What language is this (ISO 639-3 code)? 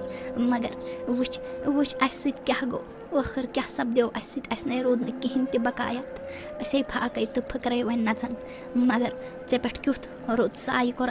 kas